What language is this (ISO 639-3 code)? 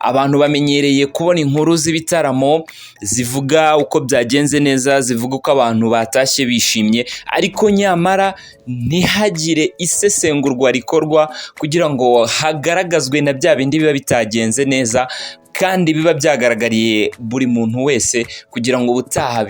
kin